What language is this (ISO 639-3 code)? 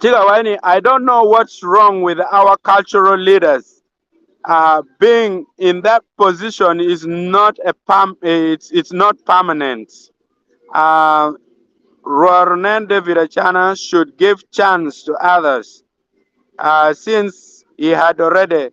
ach